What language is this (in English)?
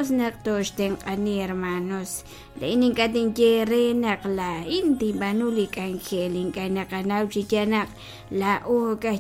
Kekchí